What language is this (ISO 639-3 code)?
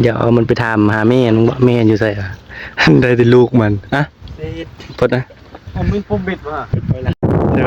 tts